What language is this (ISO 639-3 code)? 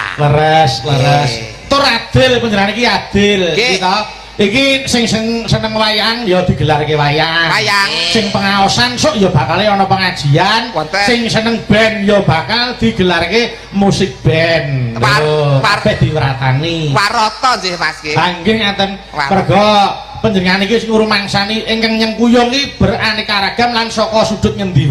jav